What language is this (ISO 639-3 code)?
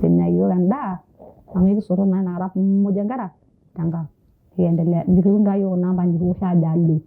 mas